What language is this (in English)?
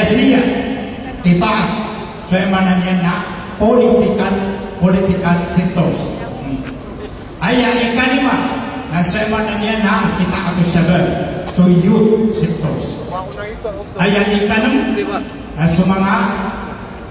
Maranao